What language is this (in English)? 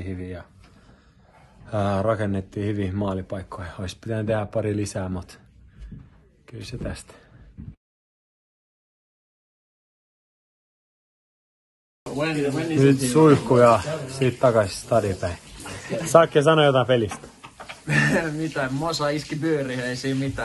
Finnish